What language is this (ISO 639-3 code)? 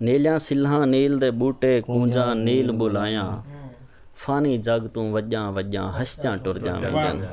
skr